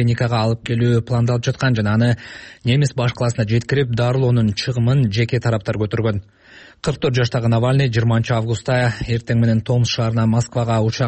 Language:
Kyrgyz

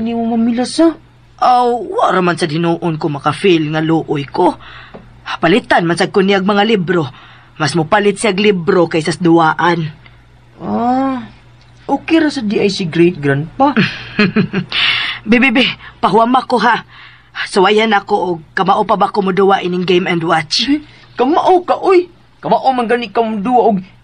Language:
Cebuano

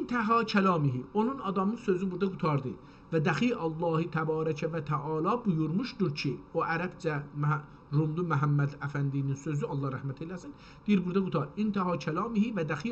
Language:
South Azerbaijani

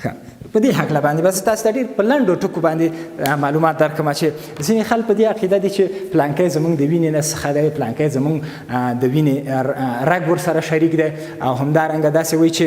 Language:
Pashto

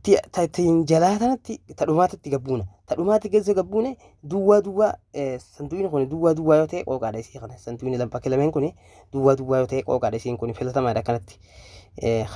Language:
Oromo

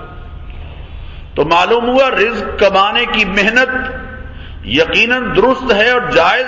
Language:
Urdu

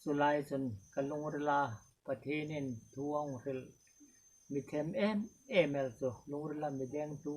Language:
Hmar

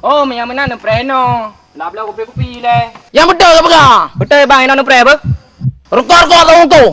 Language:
Achinese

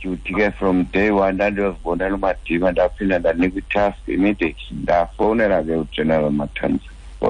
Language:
Xhosa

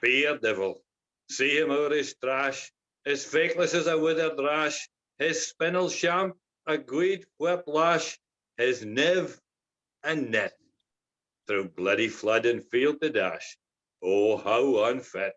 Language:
Scots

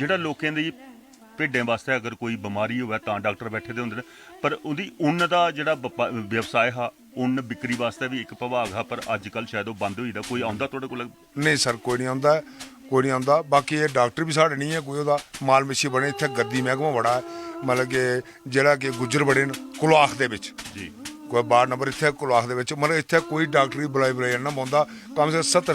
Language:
Dogri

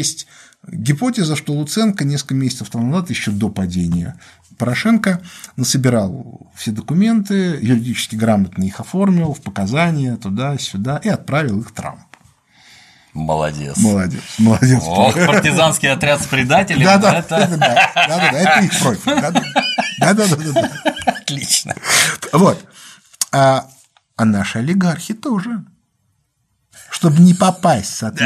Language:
Russian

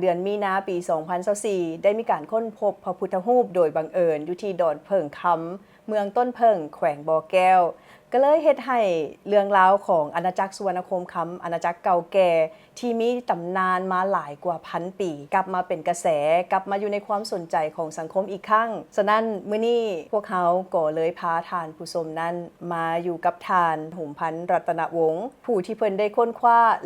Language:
Lao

